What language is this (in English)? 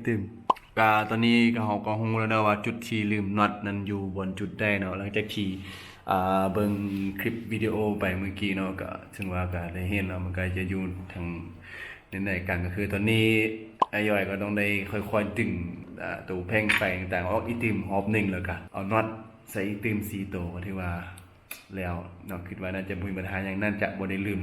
Lao